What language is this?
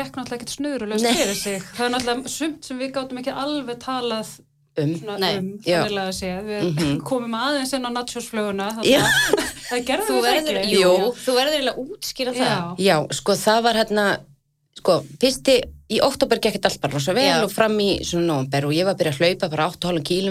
Icelandic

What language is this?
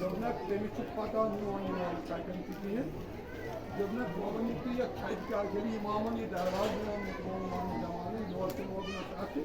Kashmiri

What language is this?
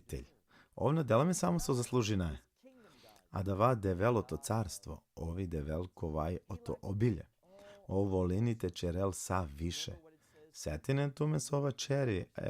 Balkan Romani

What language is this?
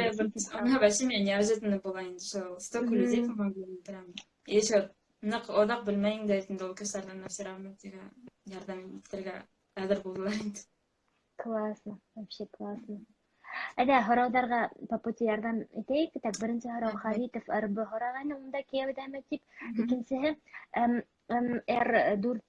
Bashkir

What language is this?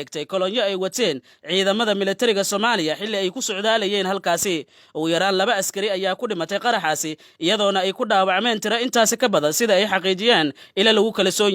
Somali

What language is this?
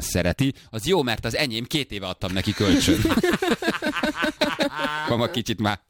Hungarian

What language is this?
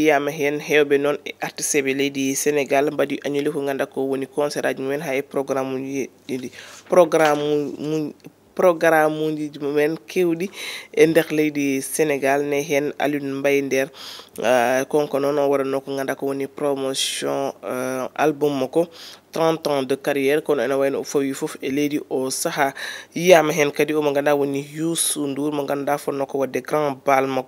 Fula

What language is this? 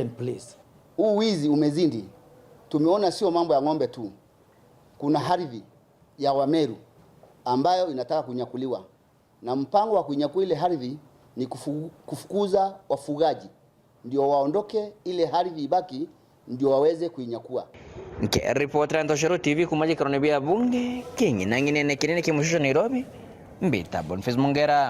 Meru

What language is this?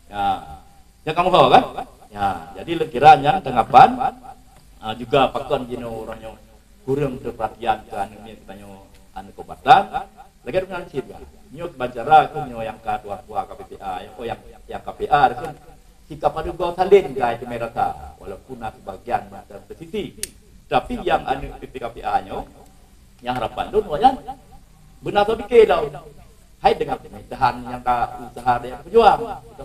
Achinese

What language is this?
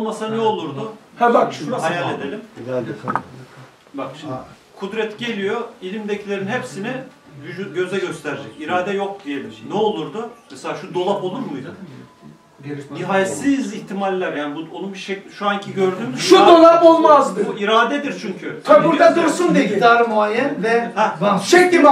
Turkish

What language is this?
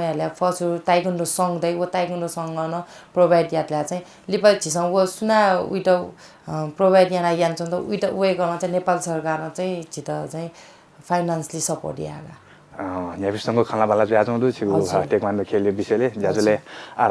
Newari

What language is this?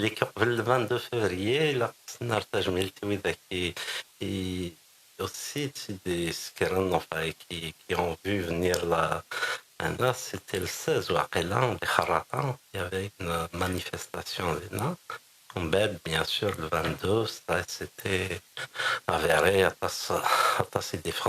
Kabyle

